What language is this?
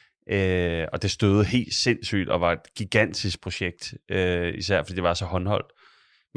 Danish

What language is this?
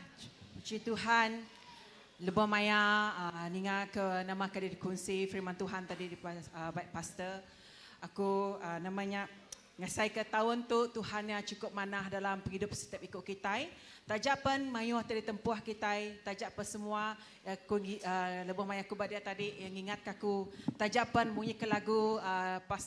Iban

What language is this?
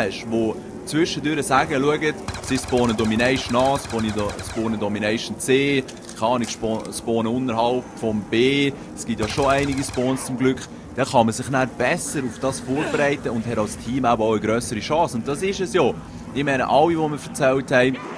Swiss German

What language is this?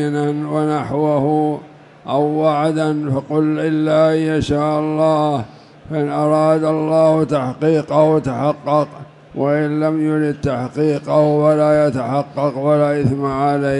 Arabic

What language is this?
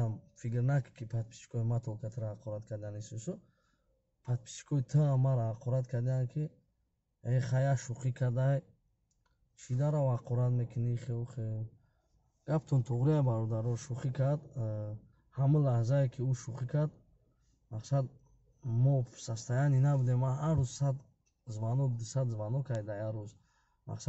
Tajik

